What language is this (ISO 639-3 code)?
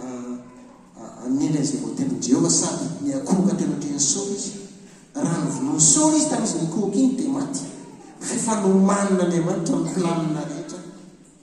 mlg